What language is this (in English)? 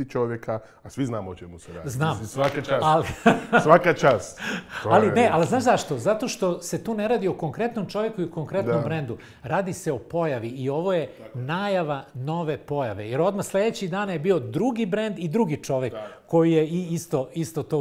Serbian